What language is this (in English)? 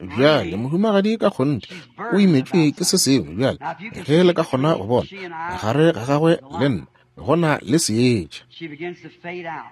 Northern Sotho